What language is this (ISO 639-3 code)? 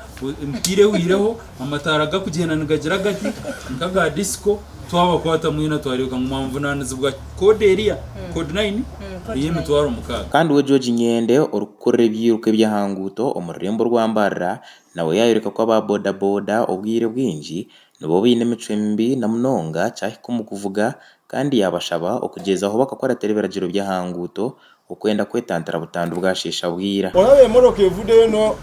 nyn